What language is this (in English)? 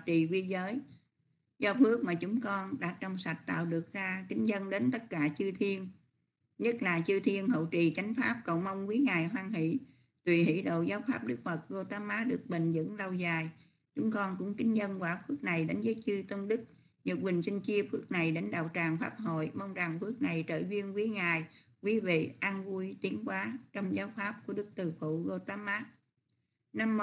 Vietnamese